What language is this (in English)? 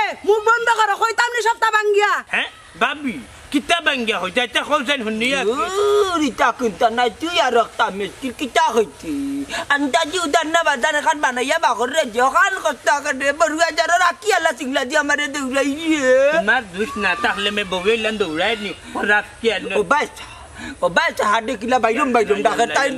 Sylheti